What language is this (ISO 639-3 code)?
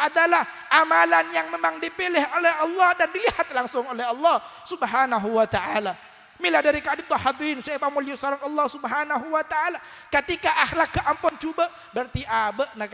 mad